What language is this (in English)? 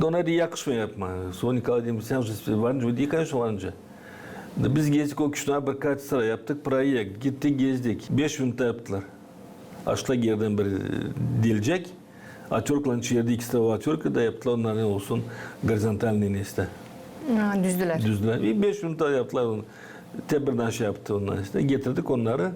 Gagauz